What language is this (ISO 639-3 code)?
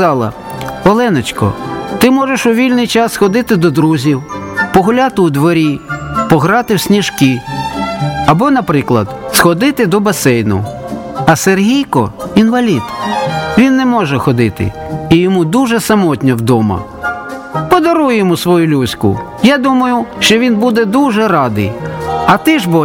ukr